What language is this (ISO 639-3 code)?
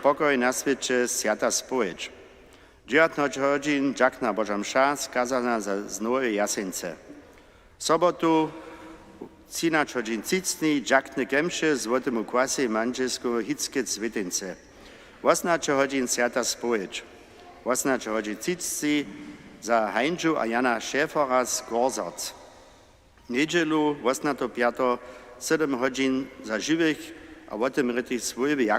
hsb